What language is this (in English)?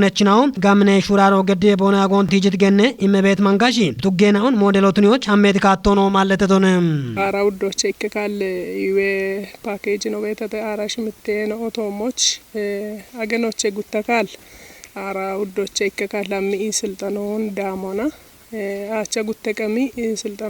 Kafa